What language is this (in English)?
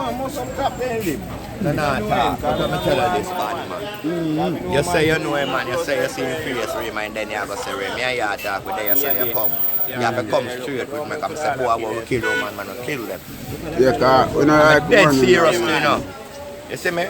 Jamaican Creole English